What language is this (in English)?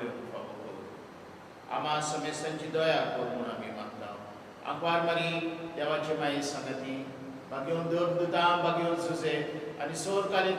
Konkani